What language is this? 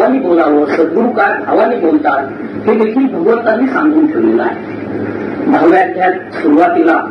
Marathi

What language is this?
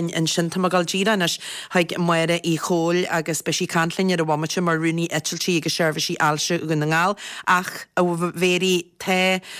Irish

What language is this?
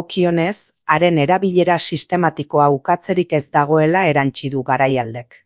Basque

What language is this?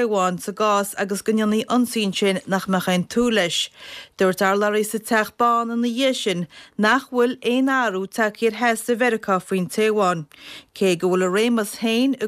Irish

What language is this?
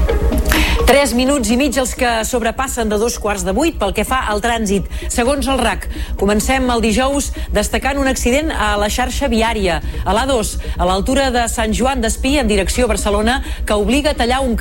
Catalan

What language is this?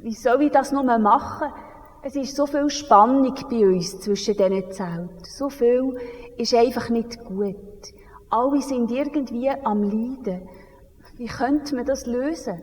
Swiss German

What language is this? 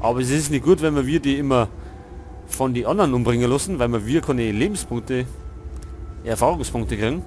Bavarian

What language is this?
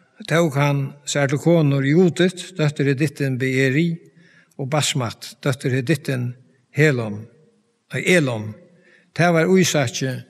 Faroese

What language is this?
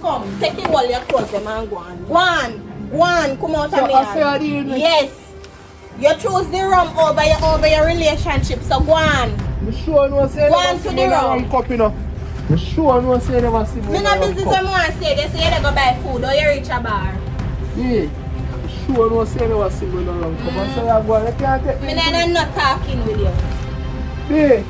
Jamaican Creole English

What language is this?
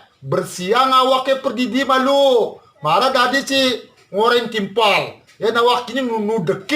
Balinese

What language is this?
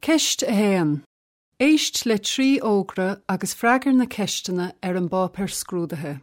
Irish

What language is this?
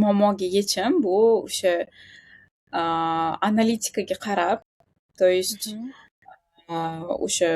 Uzbek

